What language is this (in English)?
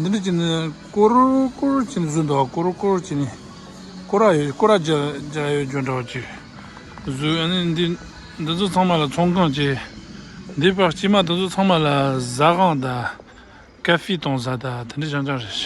Tibetan